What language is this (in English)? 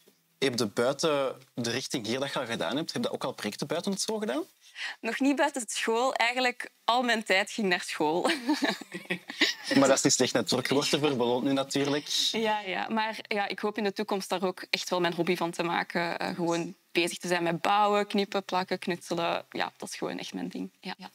Dutch